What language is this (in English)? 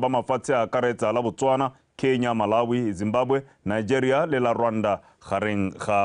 Tswana